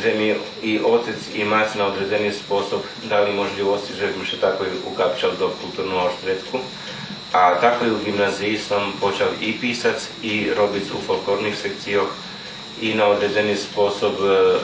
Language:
Rusyn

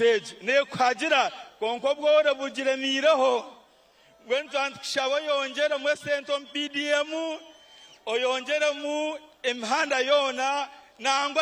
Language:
Nyankole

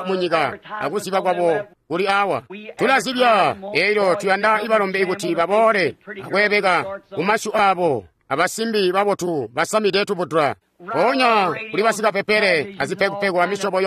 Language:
Tonga (Zambia)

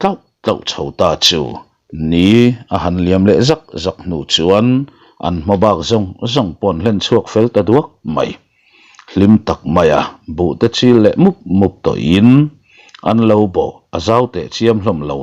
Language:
Mizo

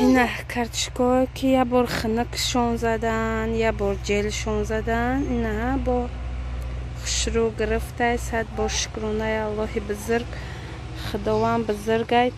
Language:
Tajik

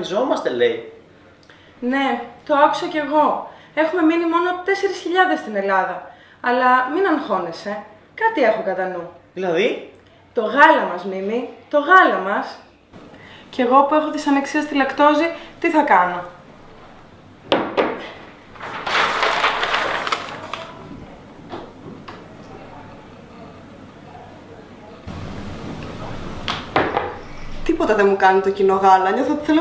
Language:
Greek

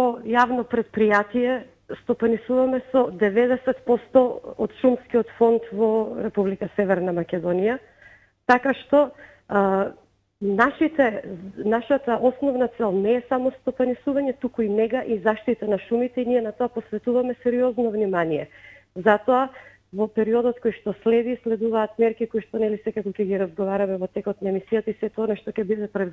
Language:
Macedonian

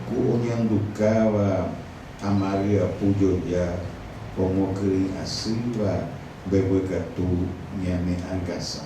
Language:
Guarani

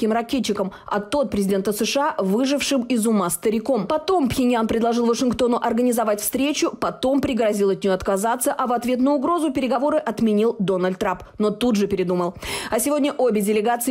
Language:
Russian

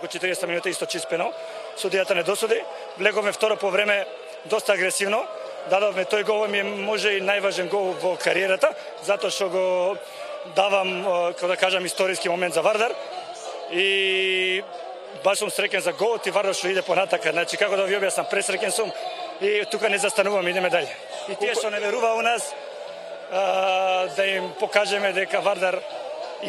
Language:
Macedonian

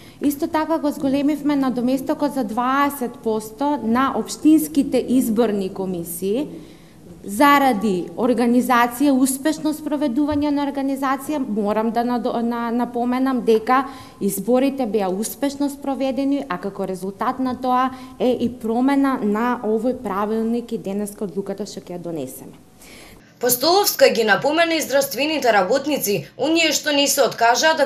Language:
Macedonian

